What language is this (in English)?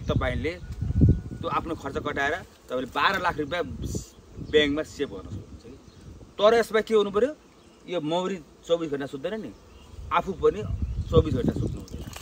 Nepali